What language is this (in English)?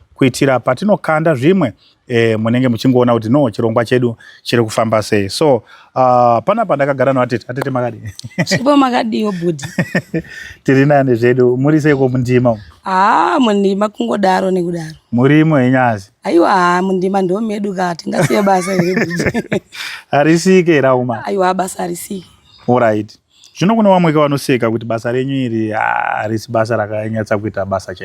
Shona